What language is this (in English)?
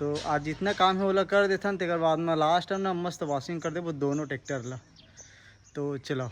Chhattisgarhi